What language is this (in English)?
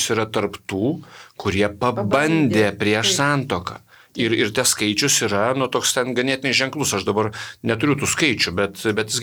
Lithuanian